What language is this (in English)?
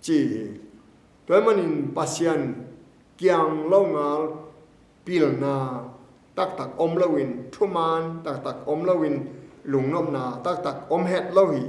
Tedim Chin